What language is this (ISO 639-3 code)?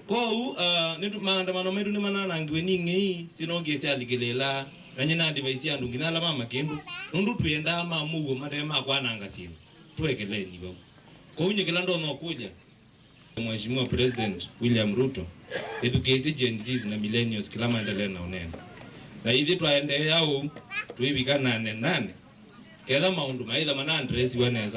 kam